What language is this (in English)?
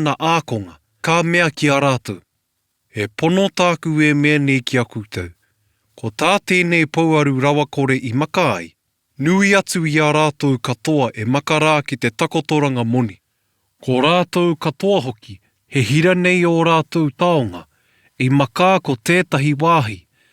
Māori